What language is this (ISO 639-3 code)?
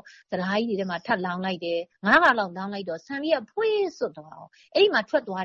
mya